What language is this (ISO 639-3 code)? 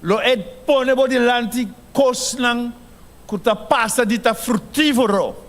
pap